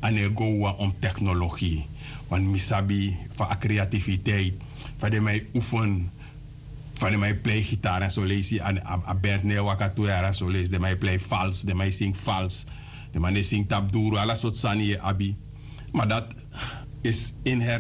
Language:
Sranan Tongo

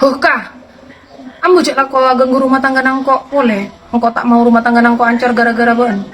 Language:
Madurese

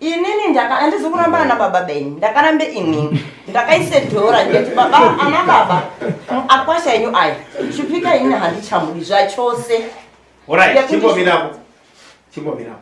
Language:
Shona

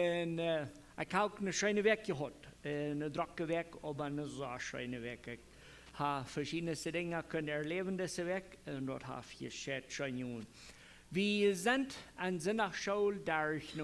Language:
Plautdietsch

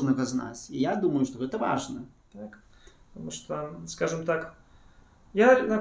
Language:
Belarusian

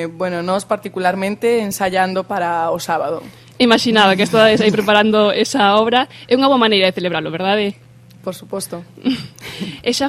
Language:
Galician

